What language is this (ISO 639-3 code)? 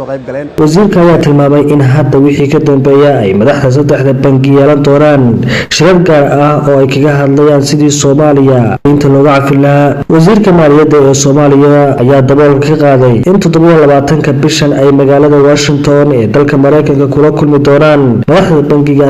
som